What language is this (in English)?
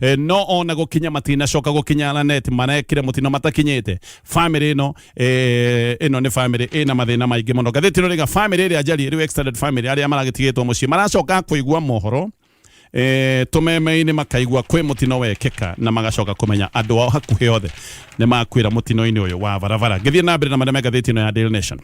Kikuyu